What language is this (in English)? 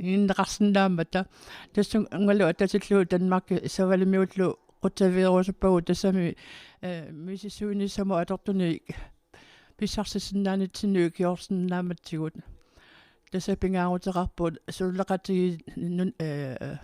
Kalaallisut